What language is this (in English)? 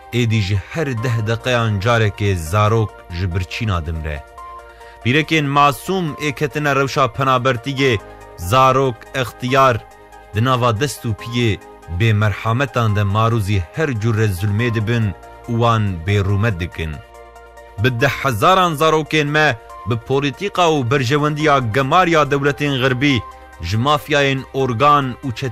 Kurdish